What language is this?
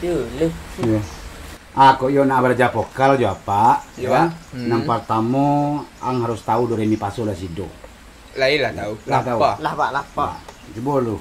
Minangkabau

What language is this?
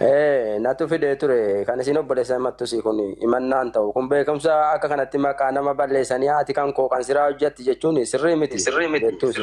Oromo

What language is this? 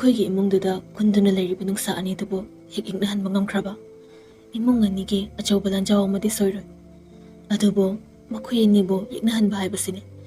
Manipuri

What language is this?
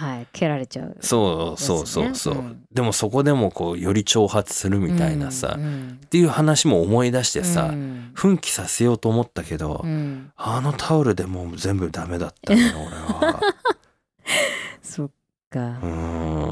Japanese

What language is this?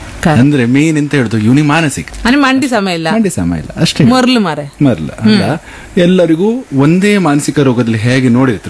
Kannada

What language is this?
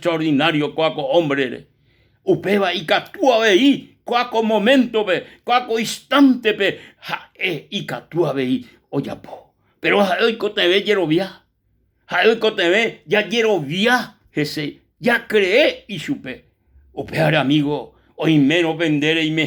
Guarani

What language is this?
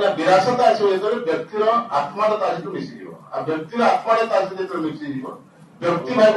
Odia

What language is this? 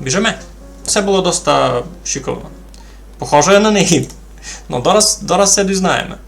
Rusyn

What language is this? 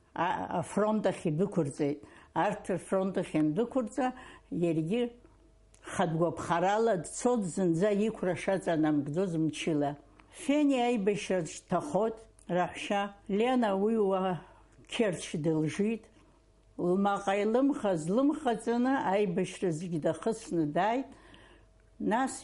Abkhazian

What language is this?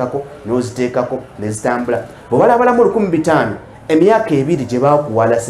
Ganda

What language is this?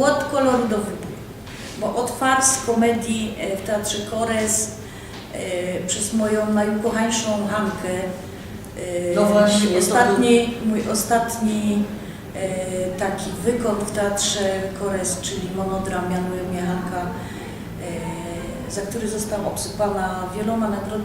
Silesian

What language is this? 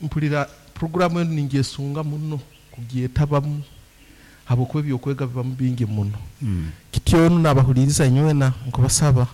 Nyoro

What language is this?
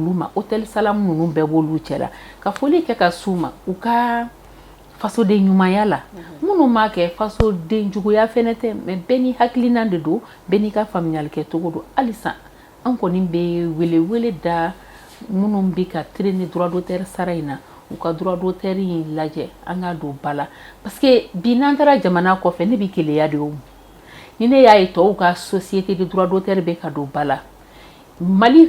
Bambara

